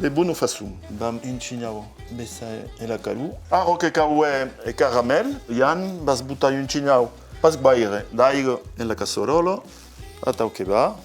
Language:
Occitan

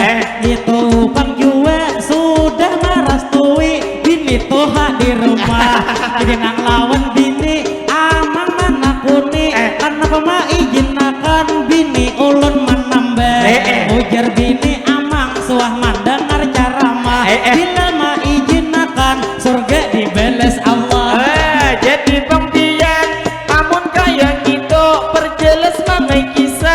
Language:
Banjar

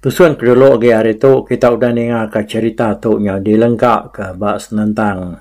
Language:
Iban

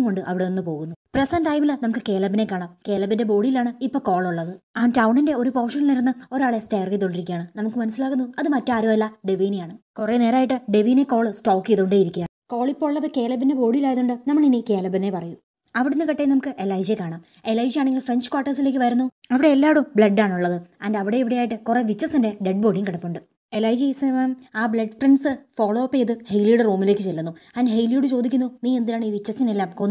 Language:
Malayalam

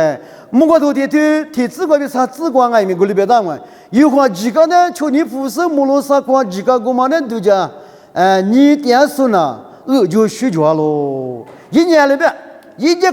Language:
Lisu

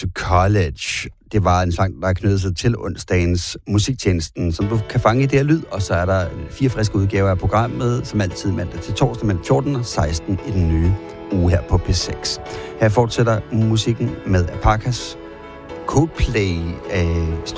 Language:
Danish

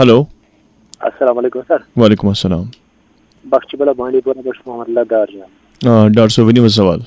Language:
Kashmiri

